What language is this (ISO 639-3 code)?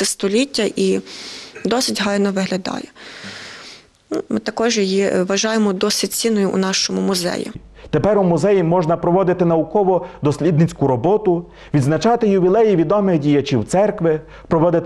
ukr